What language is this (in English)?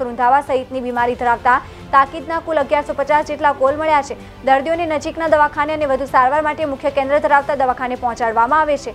Gujarati